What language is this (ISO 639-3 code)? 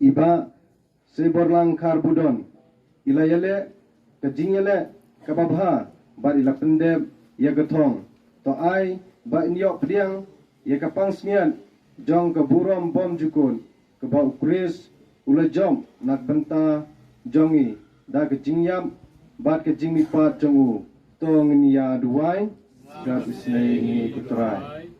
kha